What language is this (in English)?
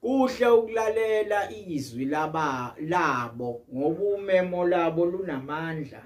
Zulu